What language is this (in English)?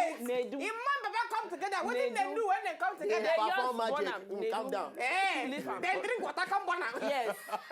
Nigerian Pidgin